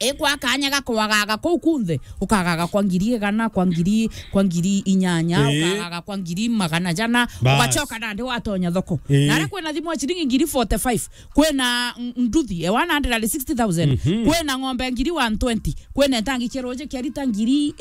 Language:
Meru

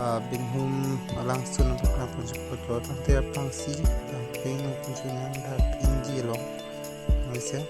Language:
Karbi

